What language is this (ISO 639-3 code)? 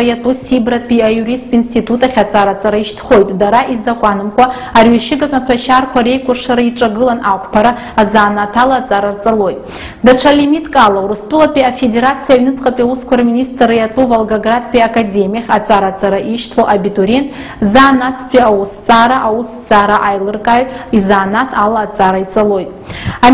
abk